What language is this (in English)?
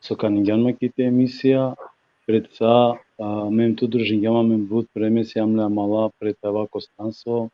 Balkan Romani